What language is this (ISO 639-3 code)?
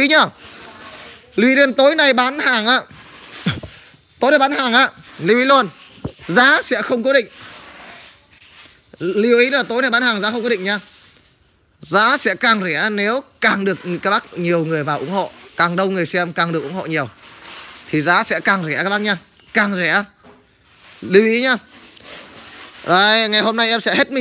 vie